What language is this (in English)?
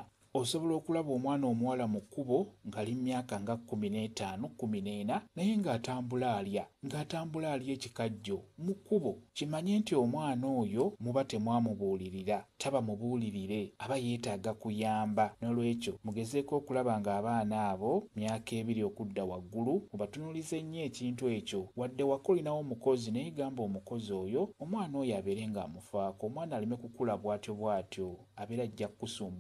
Ganda